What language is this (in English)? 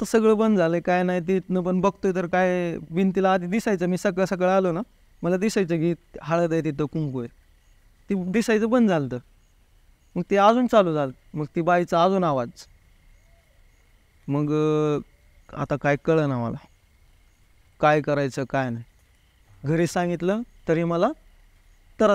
Marathi